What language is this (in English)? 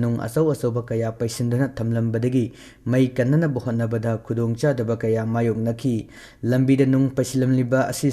Manipuri